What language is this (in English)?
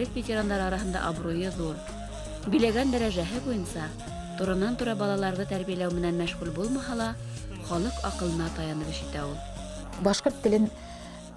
Bashkir